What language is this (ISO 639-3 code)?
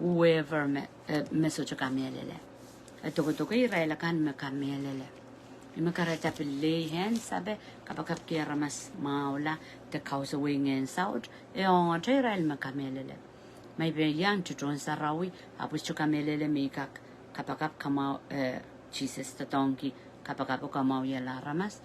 pon